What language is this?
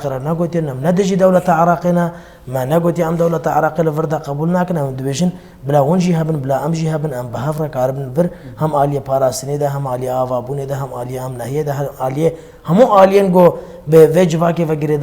Kurdish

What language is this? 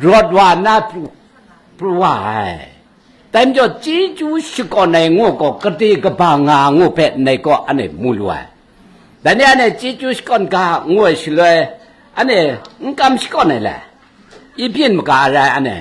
Kachin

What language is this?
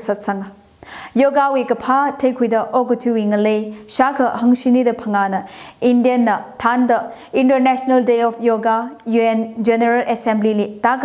Tangkhul Naga (India)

